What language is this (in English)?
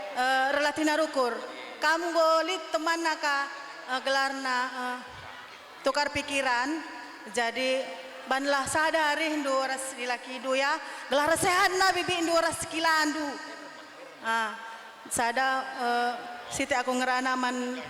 Batak Karo